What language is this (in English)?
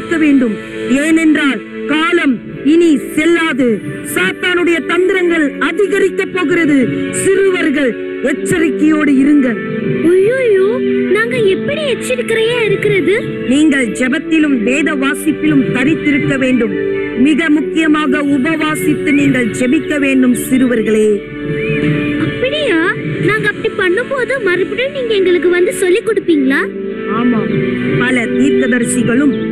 Tamil